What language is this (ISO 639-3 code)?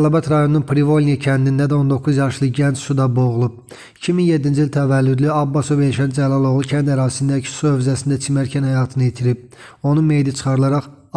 aze